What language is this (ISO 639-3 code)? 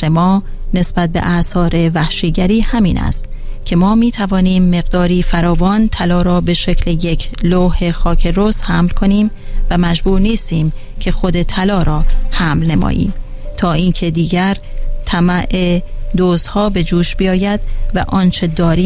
fas